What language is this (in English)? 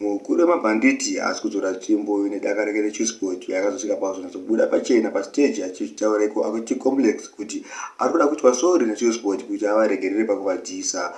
Shona